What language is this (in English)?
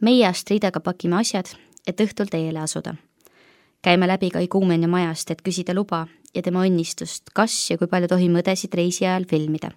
Estonian